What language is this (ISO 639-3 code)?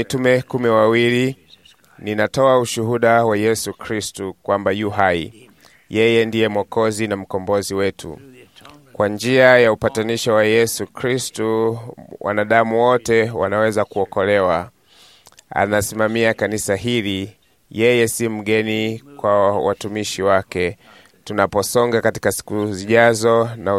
swa